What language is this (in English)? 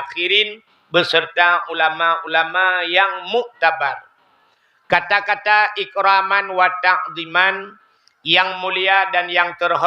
Achinese